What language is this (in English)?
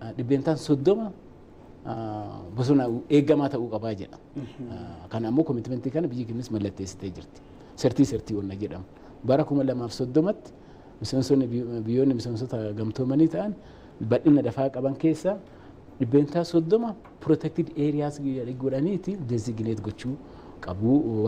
Oromo